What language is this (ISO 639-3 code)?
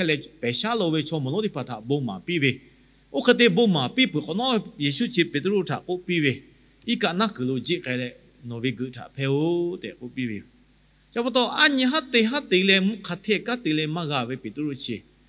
lhu